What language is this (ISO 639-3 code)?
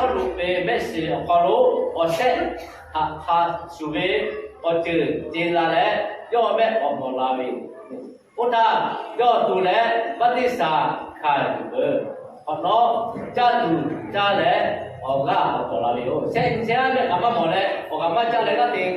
lhu